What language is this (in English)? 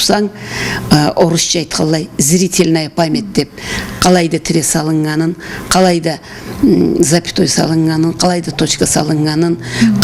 Karachay-Balkar